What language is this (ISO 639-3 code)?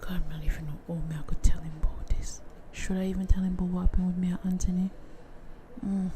jam